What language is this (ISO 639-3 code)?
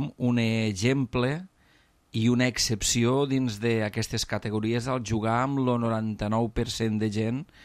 cat